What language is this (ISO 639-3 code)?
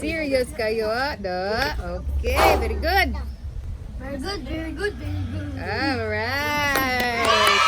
ceb